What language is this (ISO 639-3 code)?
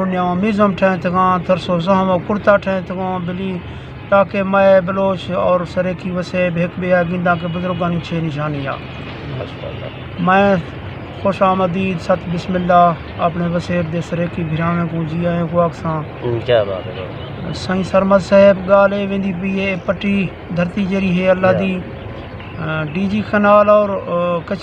skr